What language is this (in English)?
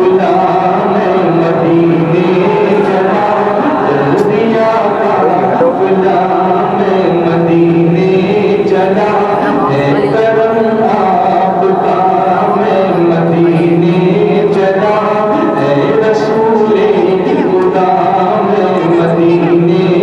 Urdu